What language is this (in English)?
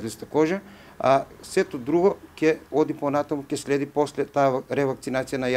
Macedonian